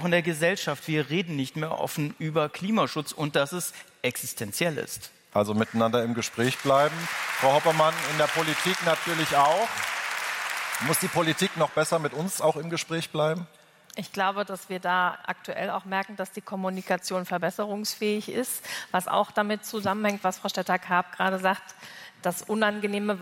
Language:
German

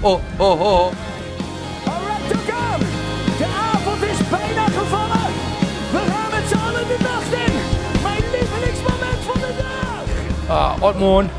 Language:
Western Frisian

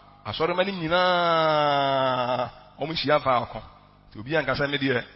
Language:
Akan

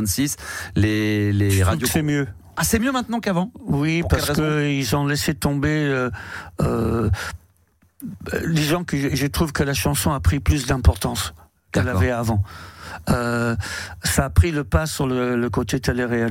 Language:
French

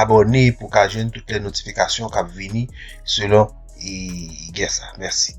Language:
Haitian Creole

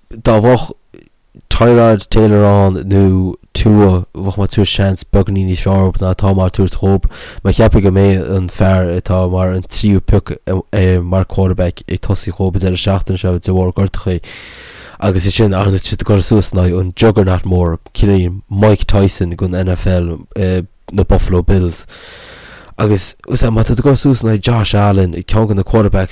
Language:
Irish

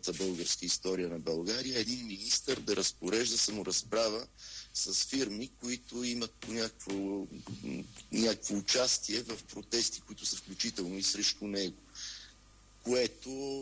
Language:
Bulgarian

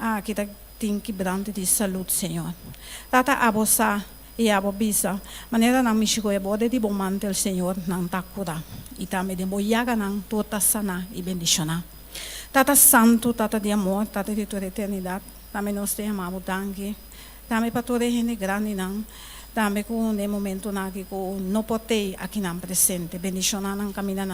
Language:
Papiamento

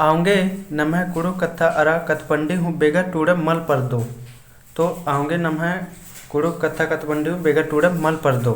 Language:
Kurukh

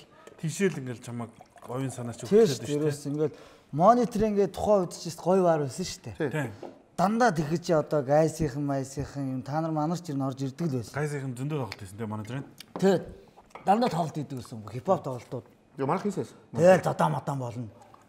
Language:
Mongolian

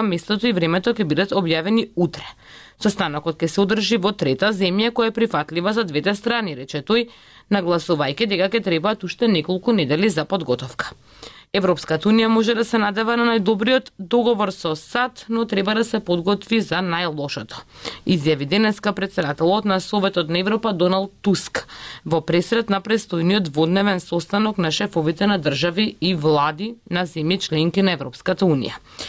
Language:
Macedonian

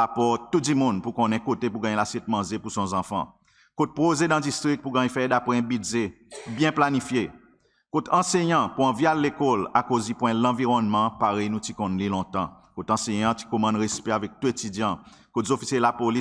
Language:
Seselwa Creole French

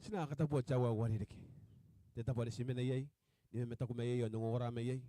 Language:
Gilbertese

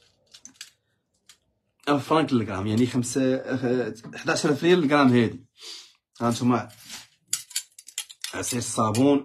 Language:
Moroccan Arabic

